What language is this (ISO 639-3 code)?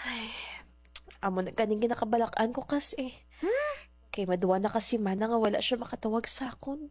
hil